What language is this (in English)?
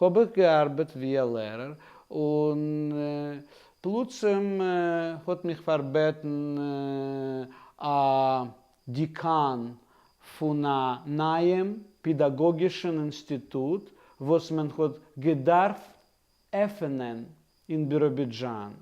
Yiddish